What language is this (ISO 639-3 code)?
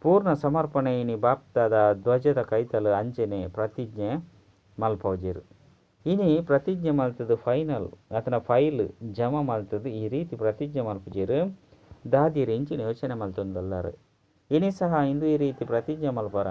tcy